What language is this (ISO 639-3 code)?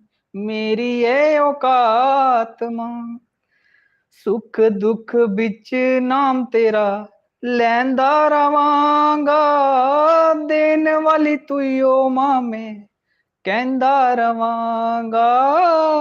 doi